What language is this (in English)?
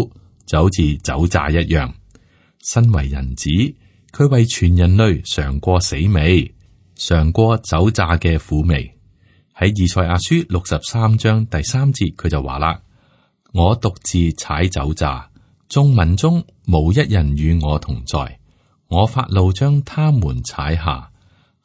Cantonese